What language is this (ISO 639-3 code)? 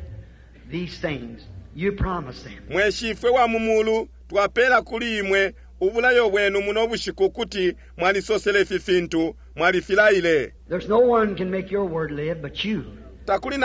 bem